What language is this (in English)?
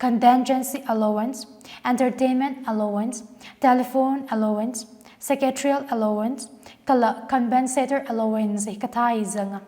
Tangkhul Naga (India)